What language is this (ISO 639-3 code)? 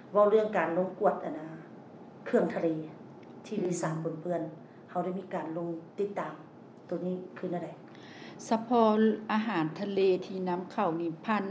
lao